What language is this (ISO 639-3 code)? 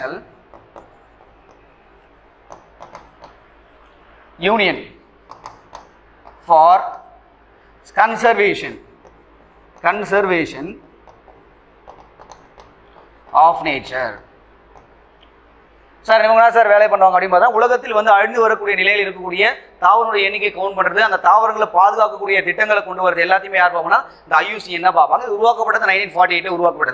tam